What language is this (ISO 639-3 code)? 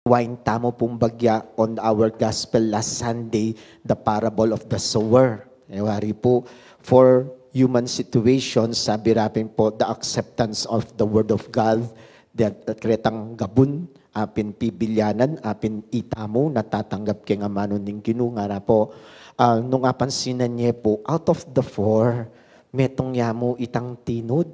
pam